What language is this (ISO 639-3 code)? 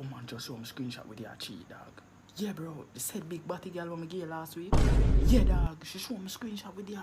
jam